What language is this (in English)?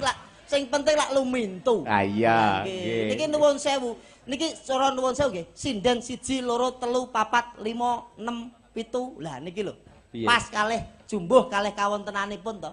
Javanese